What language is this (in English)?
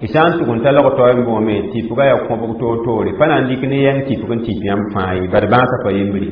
Mossi